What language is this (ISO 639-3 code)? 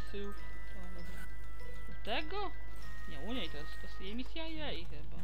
pol